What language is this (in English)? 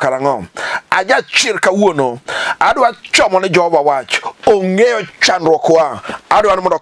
Luo (Kenya and Tanzania)